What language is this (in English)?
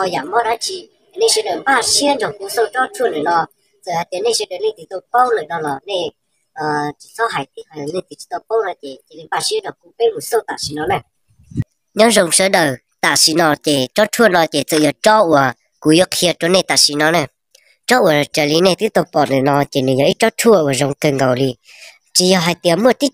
Hmong